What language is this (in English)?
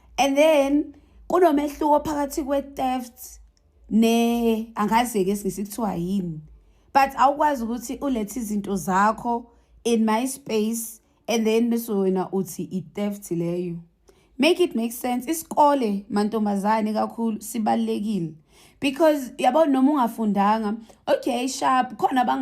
Zulu